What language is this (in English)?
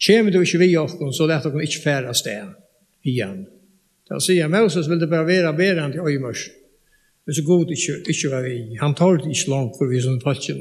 Faroese